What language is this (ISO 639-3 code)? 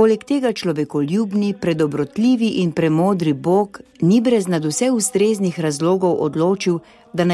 slv